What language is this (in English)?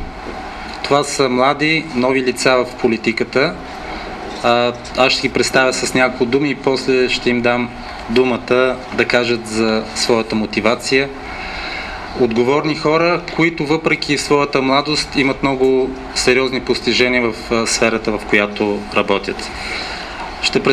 Bulgarian